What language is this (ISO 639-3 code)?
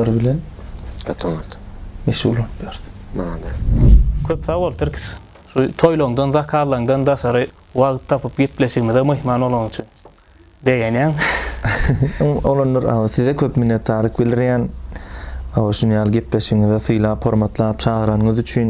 tuk